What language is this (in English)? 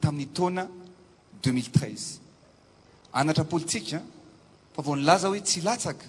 Malagasy